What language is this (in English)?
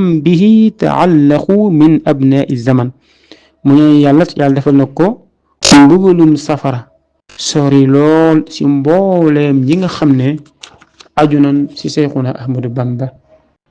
Wolof